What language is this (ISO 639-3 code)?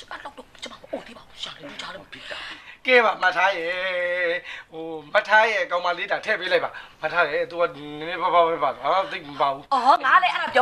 mya